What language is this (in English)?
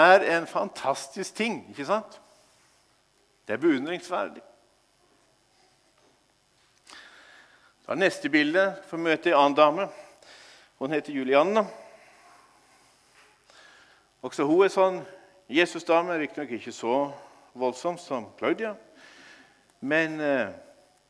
Norwegian